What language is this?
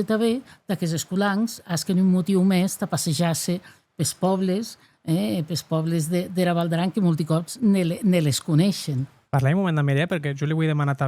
Occitan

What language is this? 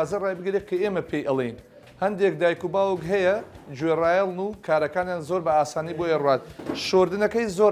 Central Kurdish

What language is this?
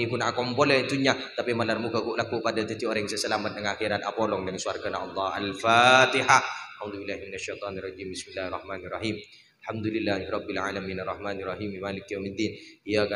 Madurese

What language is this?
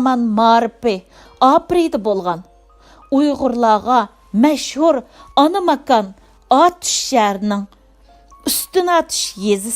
Uyghur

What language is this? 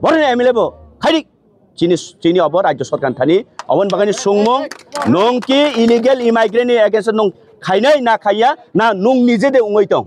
Kok Borok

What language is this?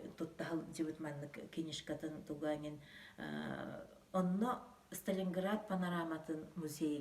Yakut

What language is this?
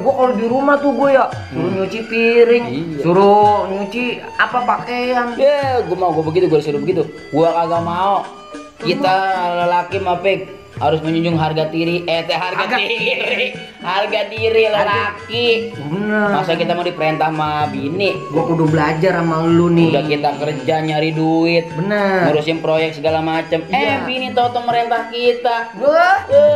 Betawi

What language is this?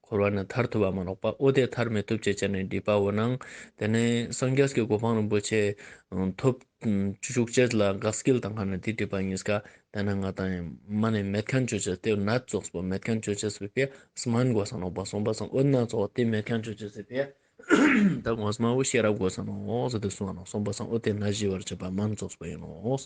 Ladakhi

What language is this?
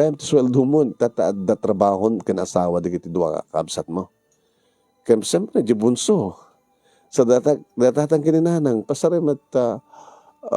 Iloko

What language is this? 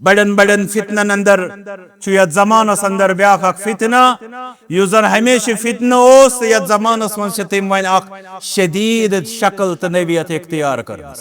Kashmiri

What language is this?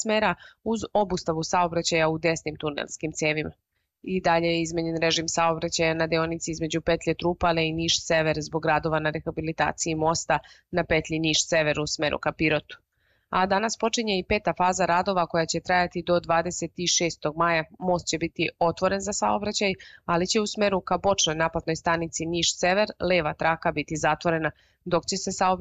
Serbian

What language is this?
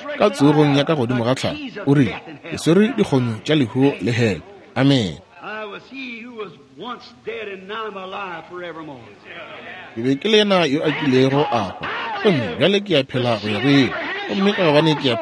Northern Sotho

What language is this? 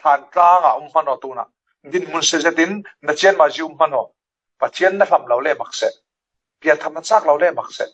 Falam Chin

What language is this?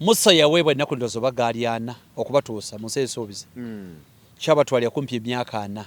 Ganda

